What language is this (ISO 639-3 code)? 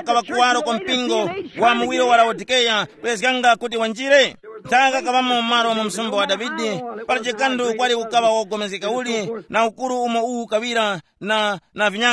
tum